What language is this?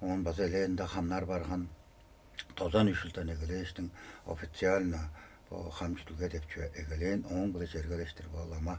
Tuvinian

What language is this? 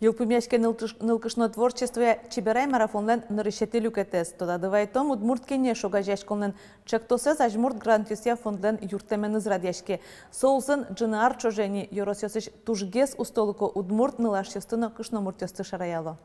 Udmurt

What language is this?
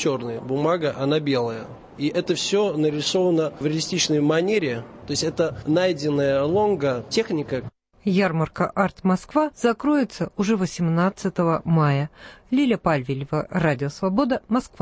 Russian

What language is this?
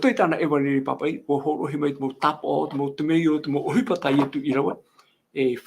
Tahitian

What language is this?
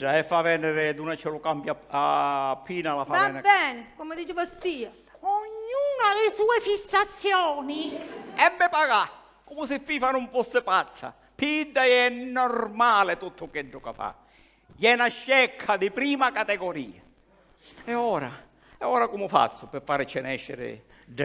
Sicilian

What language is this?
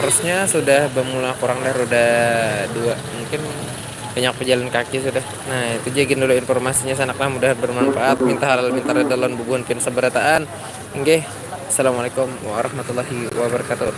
Banjar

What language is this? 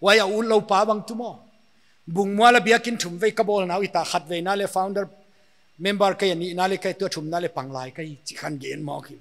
Paite Chin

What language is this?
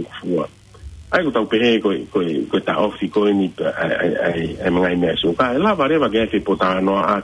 Tongan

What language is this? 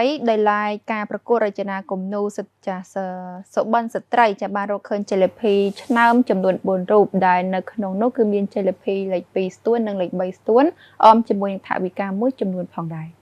Khmer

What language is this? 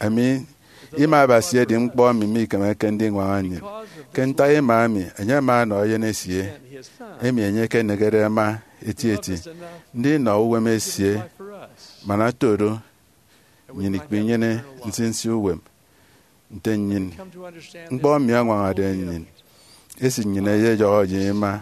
Efik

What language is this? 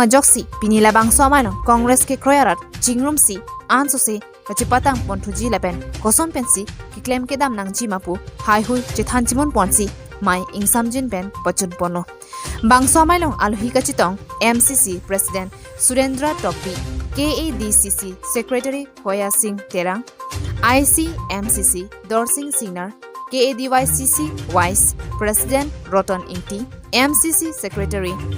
Karbi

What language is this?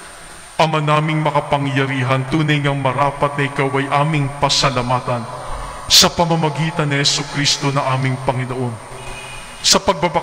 Filipino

